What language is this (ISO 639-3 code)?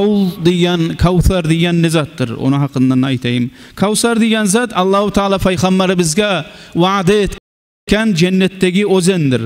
kum